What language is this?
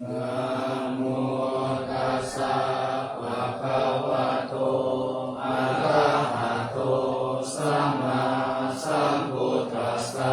Pali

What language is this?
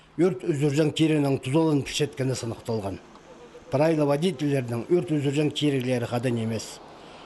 Khakas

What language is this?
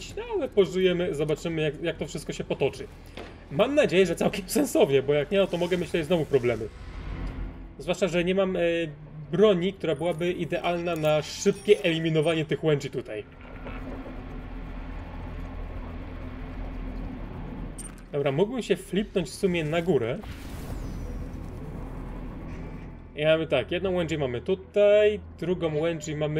Polish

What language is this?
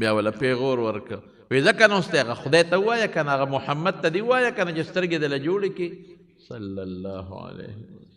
Pashto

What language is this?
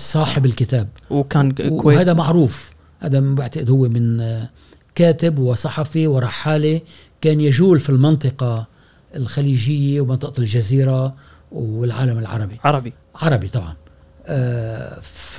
Gulf Arabic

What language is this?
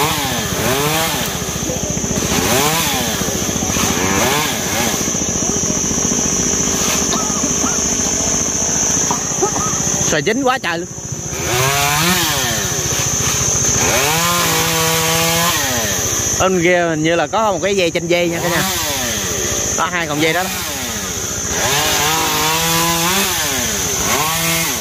Vietnamese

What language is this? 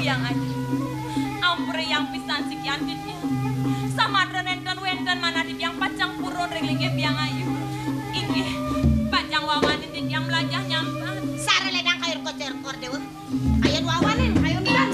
Balinese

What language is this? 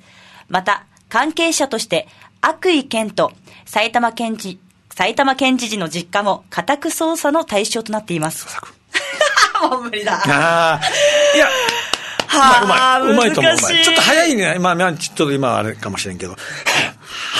Japanese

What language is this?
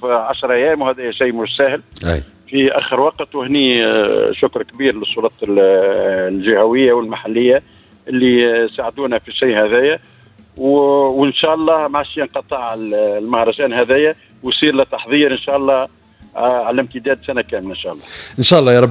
Tunisian Arabic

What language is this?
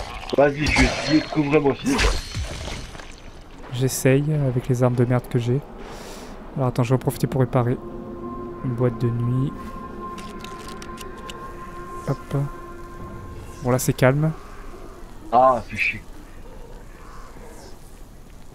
French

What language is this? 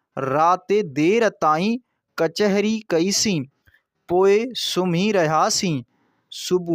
Sindhi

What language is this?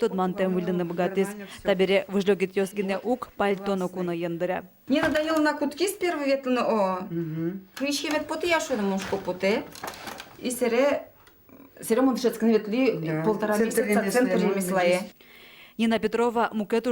Udmurt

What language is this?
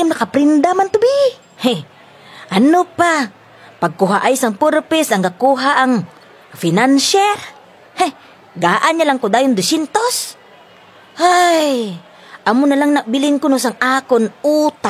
Hiligaynon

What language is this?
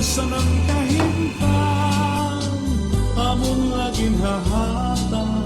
Waray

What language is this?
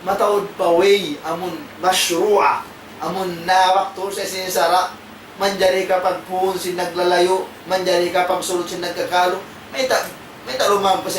Tausug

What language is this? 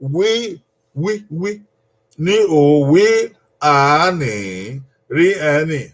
Bini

